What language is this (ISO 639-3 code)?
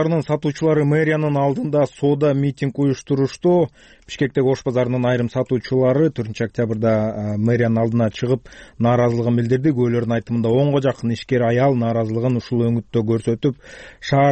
kir